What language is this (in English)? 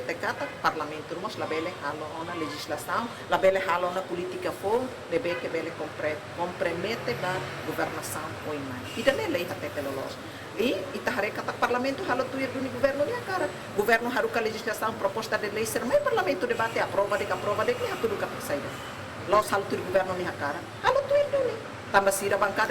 Tetum